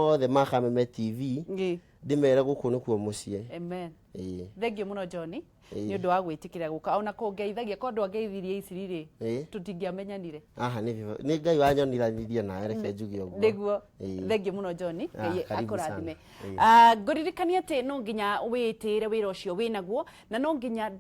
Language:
Kikuyu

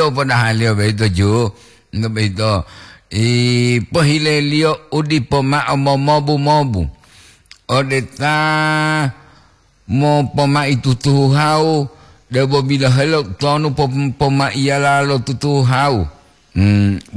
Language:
Gorontalo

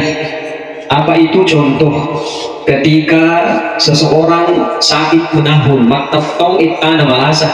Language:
Buginese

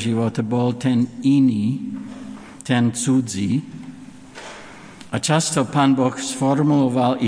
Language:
Slovak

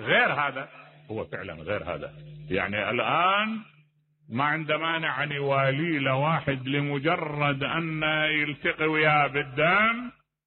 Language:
Mesopotamian Arabic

